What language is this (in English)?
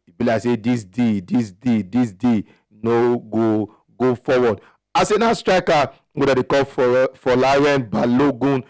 Nigerian Pidgin